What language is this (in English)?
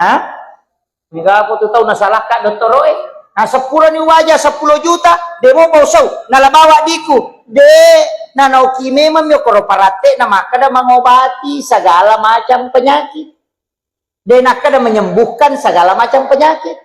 Buginese